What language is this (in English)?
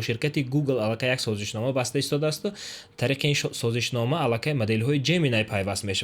Tajik